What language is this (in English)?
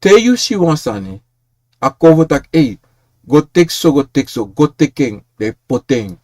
Sranan Tongo